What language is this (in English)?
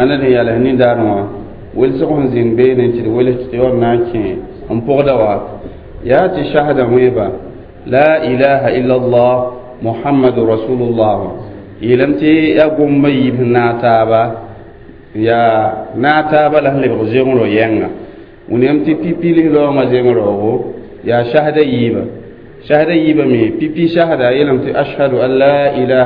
Mossi